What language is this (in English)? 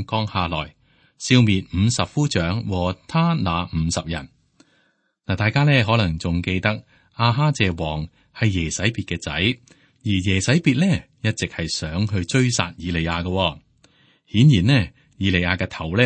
Cantonese